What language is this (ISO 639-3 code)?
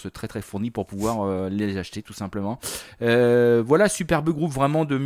fra